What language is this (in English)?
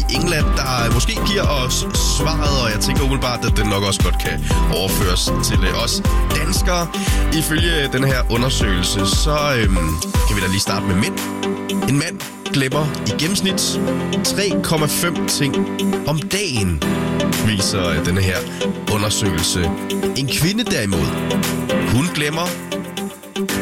Danish